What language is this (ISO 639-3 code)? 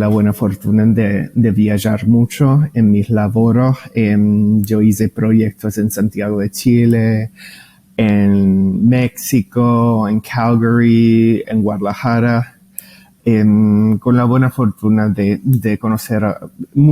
lad